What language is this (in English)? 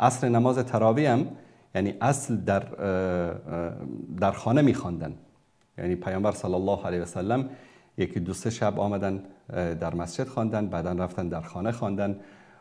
Persian